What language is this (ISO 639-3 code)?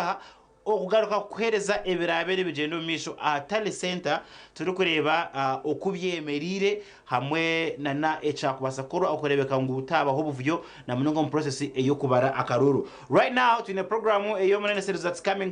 nyn